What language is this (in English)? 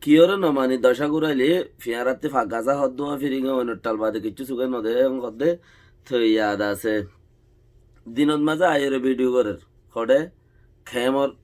Rohingya